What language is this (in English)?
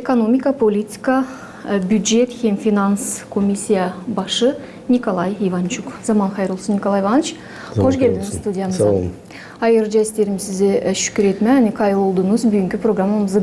Gagauz